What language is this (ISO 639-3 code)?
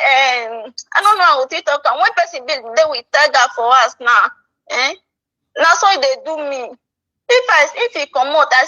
pcm